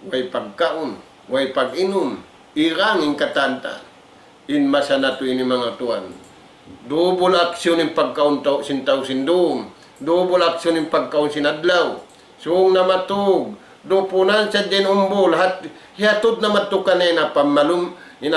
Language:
Tausug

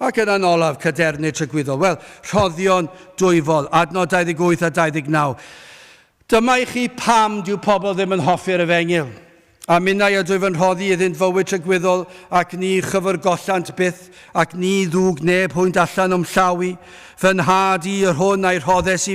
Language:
Welsh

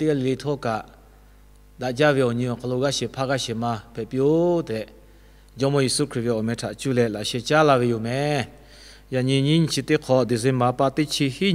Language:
Lahu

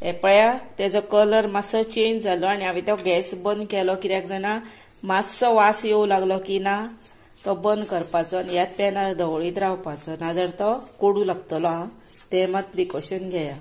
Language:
Konkani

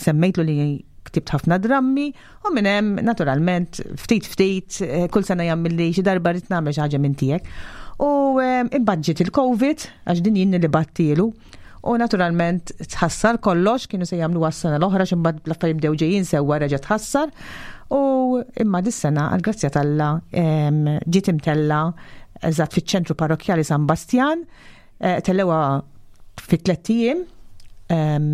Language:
Maltese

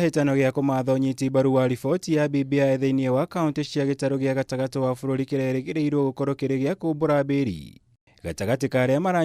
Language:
Kikuyu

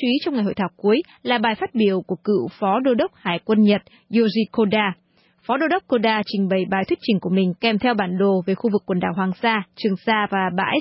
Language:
Vietnamese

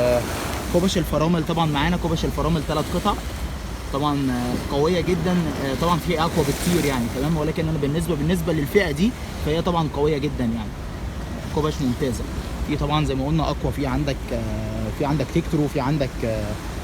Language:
Egyptian Arabic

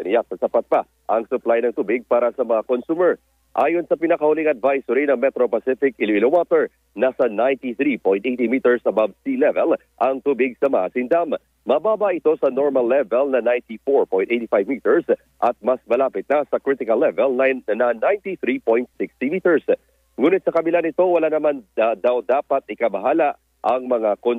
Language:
Filipino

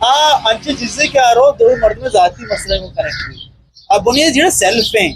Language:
Eastern Balochi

